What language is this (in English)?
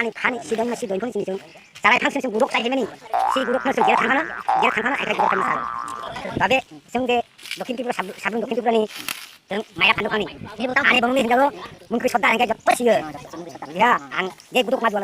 Kok Borok